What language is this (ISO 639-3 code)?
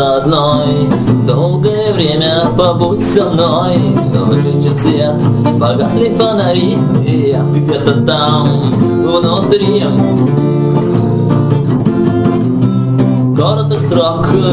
rus